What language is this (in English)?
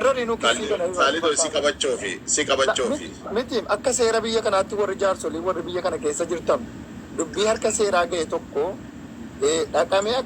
Oromo